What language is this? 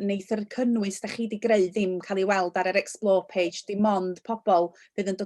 Welsh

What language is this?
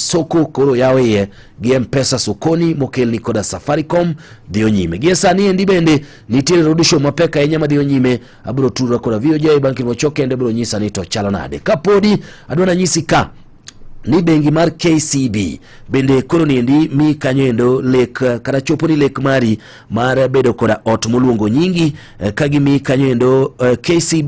Luo (Kenya and Tanzania)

